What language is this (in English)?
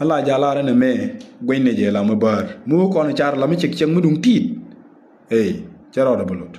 Nuer